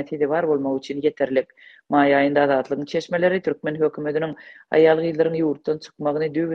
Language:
Turkmen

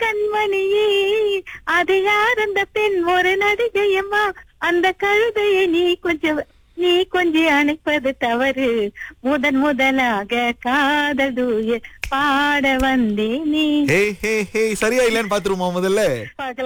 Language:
Tamil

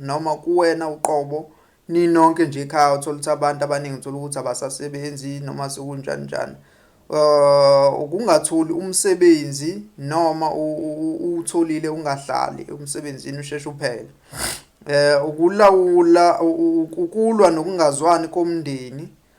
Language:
Zulu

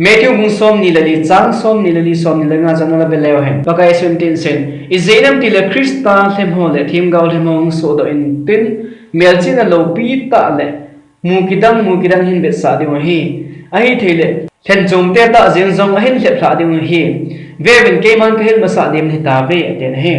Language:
Thado Chin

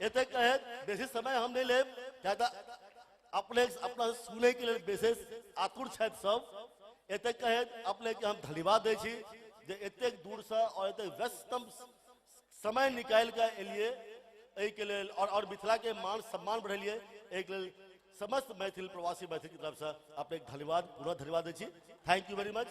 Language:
Maithili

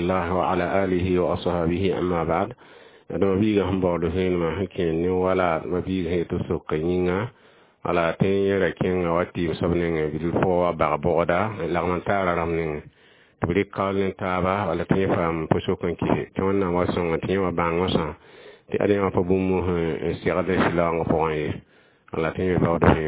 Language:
Mossi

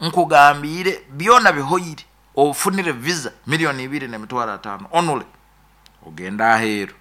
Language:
Nyoro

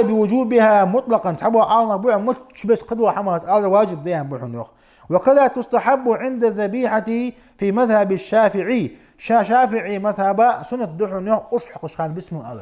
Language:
Ingush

